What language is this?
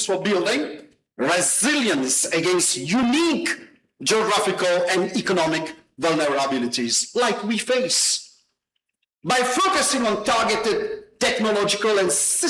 Morisyen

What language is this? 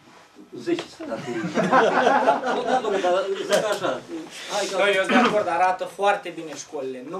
Romanian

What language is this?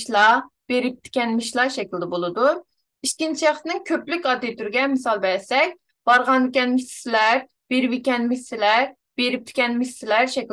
Uyghur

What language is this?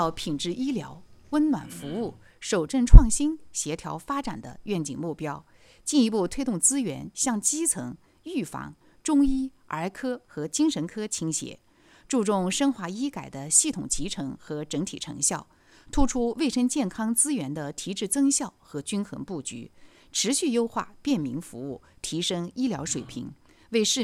Chinese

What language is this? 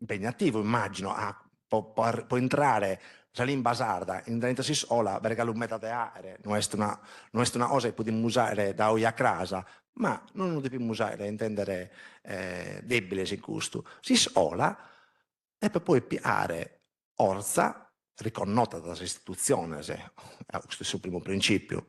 Sardinian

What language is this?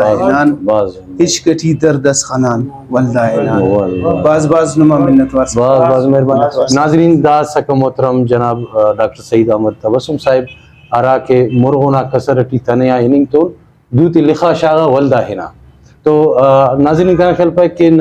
Brahui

